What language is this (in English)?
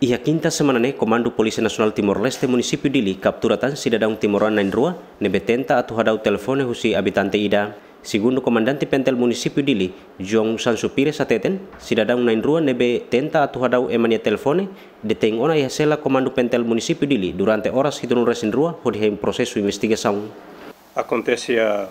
Tetum